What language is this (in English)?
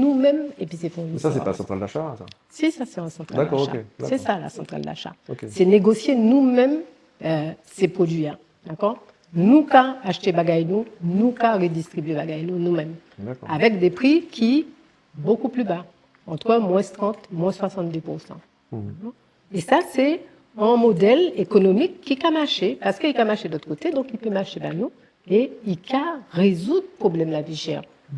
Guadeloupean Creole French